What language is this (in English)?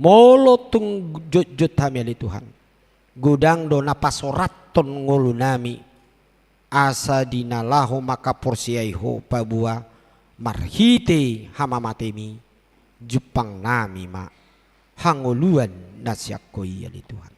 Batak Toba